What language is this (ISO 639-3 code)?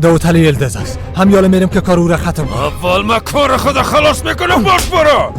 fas